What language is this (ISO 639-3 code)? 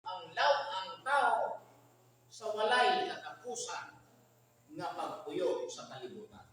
ceb